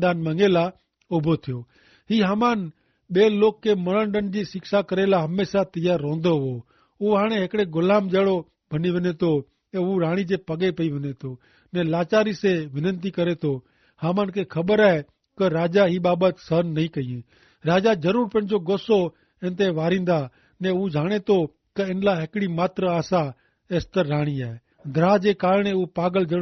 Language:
Kachhi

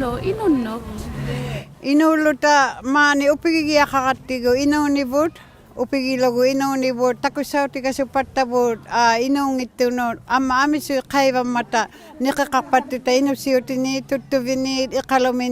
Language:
Inuktitut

